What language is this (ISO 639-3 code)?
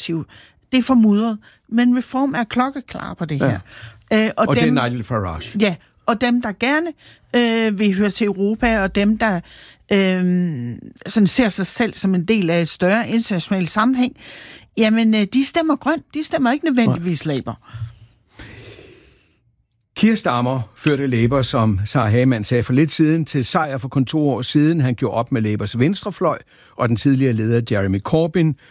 dan